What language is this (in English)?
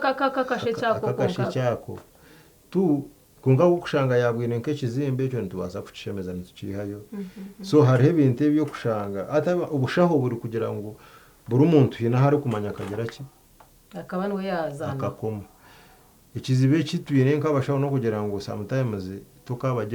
Nyankole